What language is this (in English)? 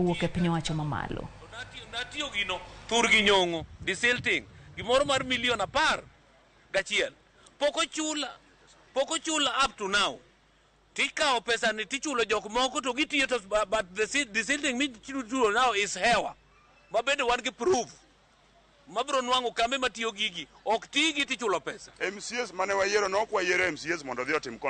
Luo (Kenya and Tanzania)